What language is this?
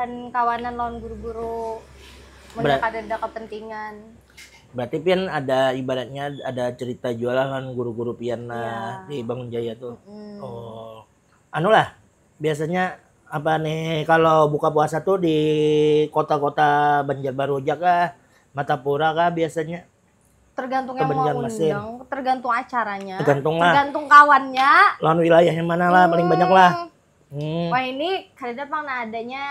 Banjar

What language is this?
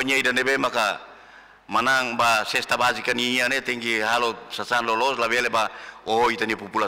Tetum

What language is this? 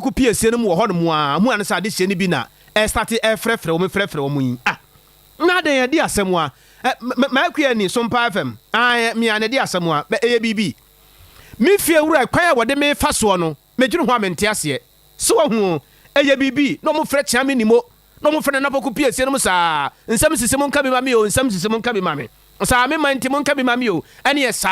Akan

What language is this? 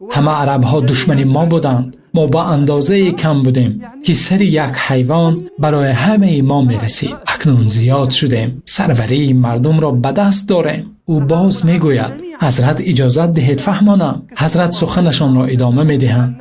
Tajik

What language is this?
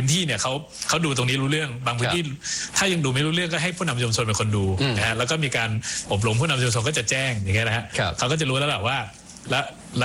Thai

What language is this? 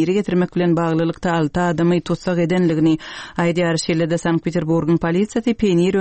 Turkmen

